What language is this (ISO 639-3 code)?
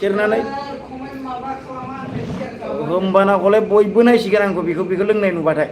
brx